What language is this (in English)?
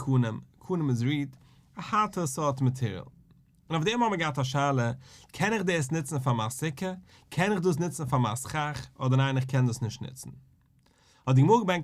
Yiddish